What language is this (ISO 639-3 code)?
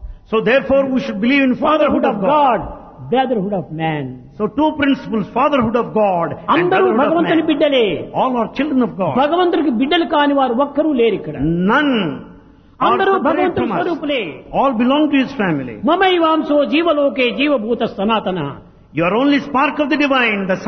tel